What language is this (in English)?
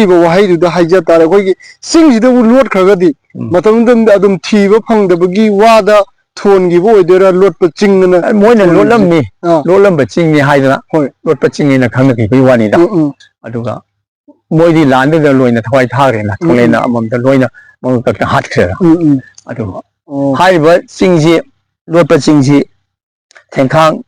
Manipuri